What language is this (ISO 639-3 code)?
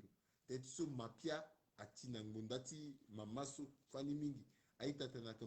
sag